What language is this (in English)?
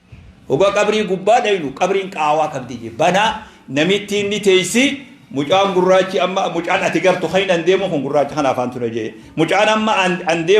Oromo